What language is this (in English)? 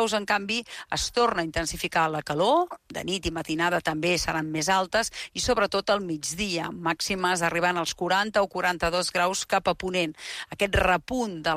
Catalan